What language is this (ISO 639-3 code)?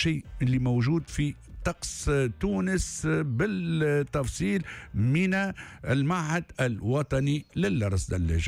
aeb